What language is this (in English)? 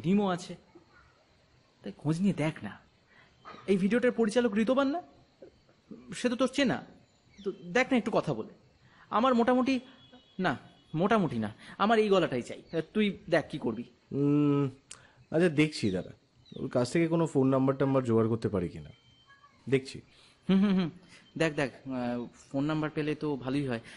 Bangla